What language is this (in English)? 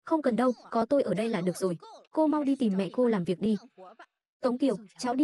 Vietnamese